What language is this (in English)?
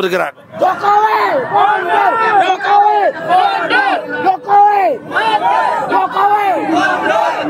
Indonesian